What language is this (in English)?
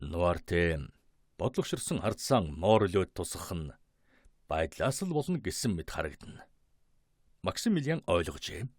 Mongolian